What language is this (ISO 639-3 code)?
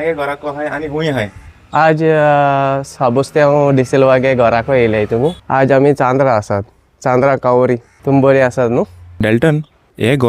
kok